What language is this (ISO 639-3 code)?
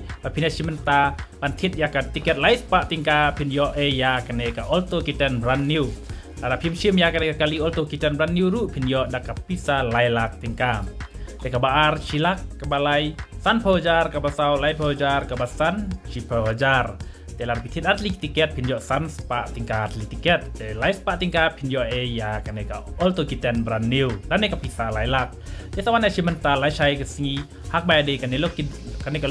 kha